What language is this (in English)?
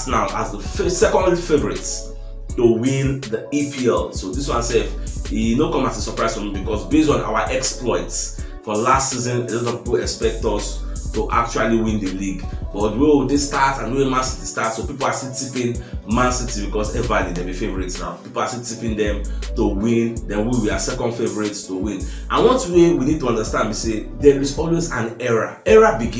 Nigerian Pidgin